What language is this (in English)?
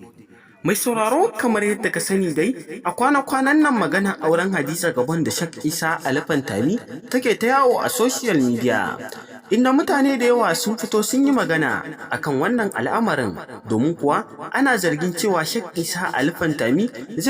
Hausa